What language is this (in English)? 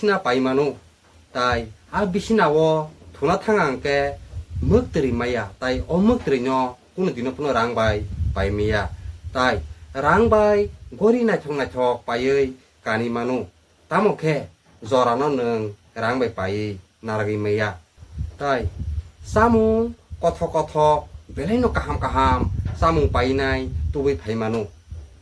Kok Borok